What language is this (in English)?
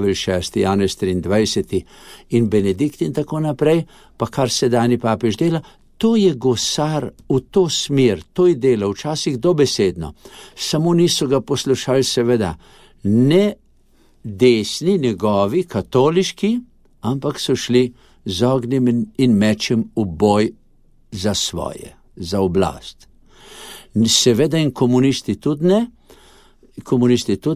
Slovenian